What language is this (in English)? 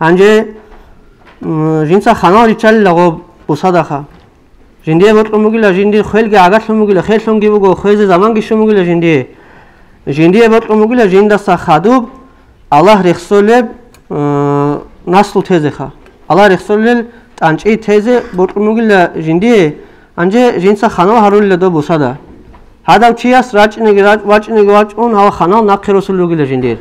Avaric